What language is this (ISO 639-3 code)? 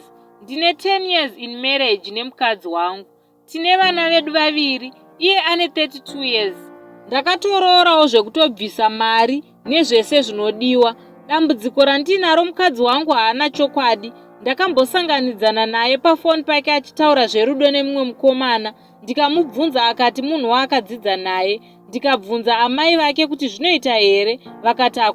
sna